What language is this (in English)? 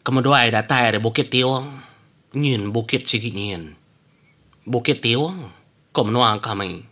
Iban